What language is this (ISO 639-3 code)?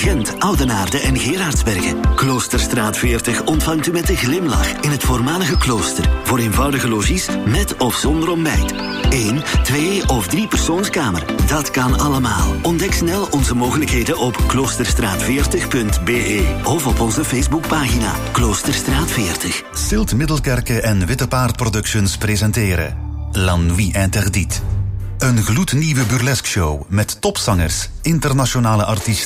nld